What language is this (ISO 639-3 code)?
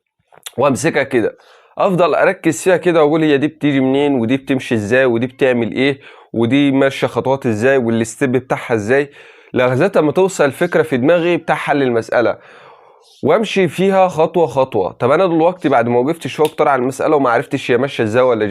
arz